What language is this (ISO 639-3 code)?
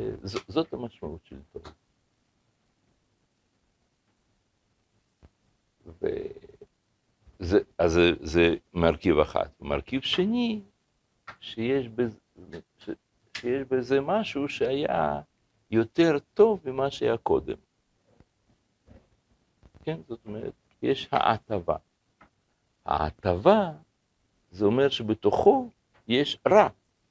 heb